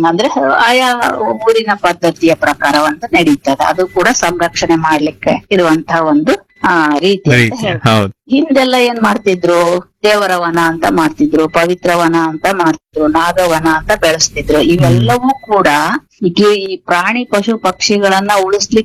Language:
Kannada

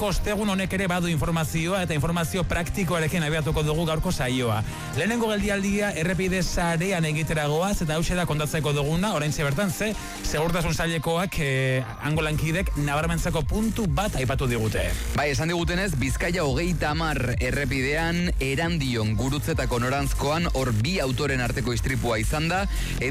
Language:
Basque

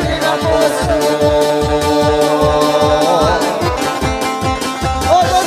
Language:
Croatian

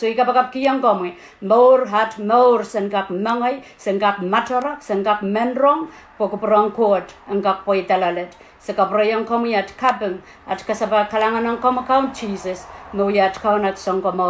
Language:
Pohnpeian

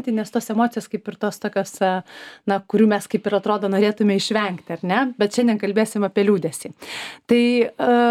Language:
Lithuanian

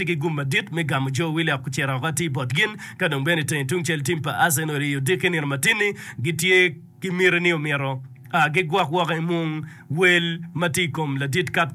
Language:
Acoli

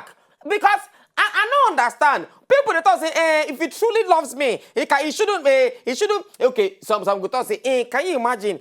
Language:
Nigerian Pidgin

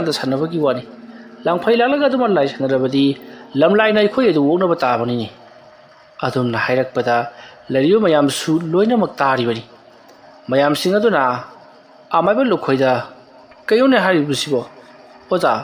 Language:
Manipuri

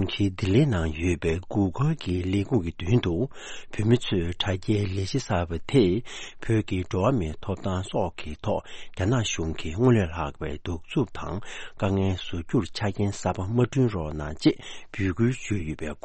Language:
Tibetan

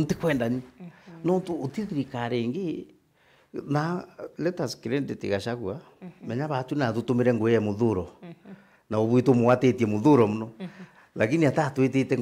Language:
Meru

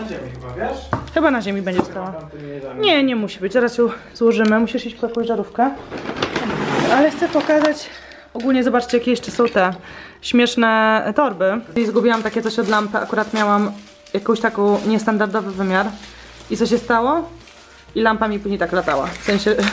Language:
Polish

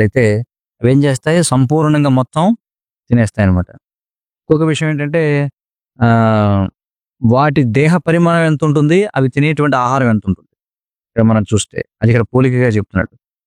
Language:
Telugu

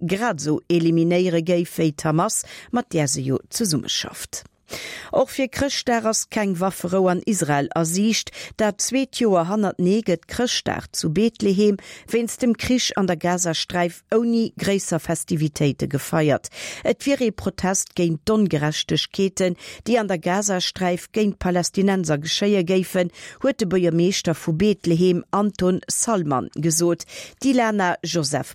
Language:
Luxembourgish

